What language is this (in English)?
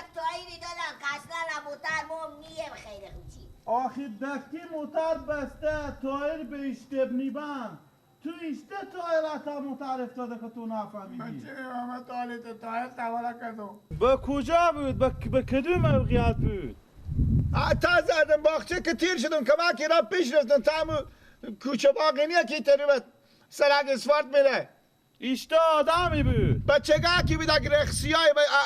Persian